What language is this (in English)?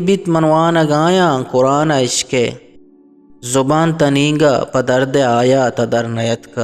Eastern Balochi